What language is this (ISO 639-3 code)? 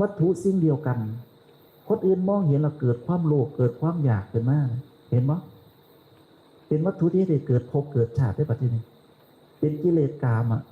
tts